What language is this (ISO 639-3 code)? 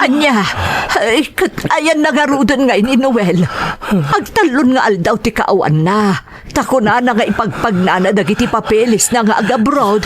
ilo